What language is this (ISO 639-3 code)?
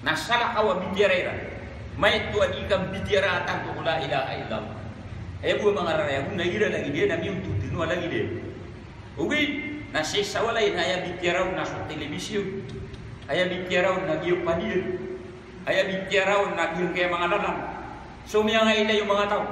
mrw